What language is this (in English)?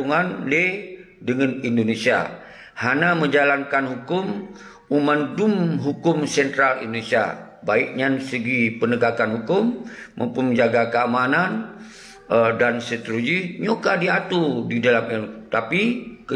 Achinese